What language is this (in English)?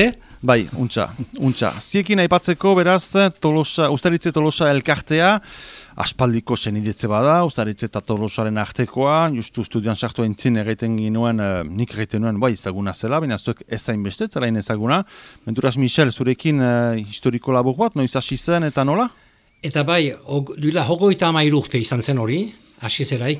Basque